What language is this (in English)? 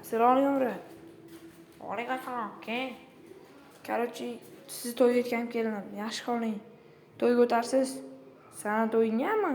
Uzbek